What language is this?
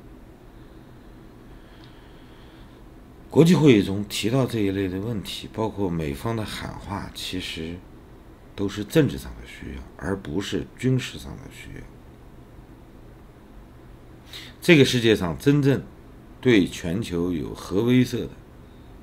Chinese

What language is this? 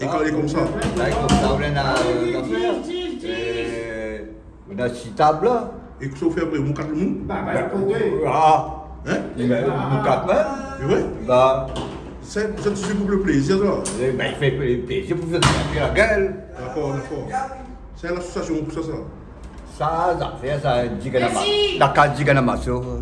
Réunion Creole French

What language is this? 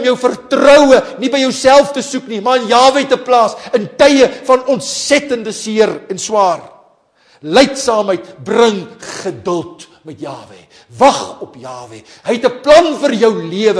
Afrikaans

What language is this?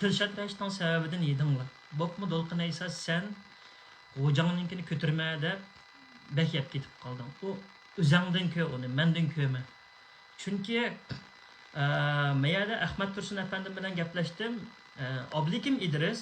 Uyghur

